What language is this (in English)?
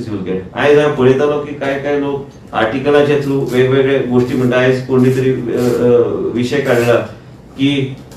Konkani